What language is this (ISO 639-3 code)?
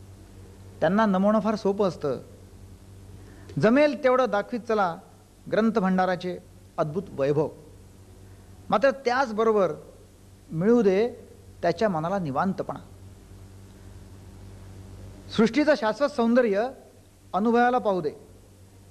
mar